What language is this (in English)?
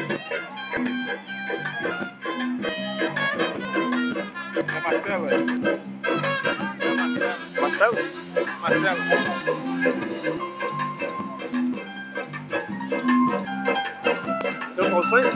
Portuguese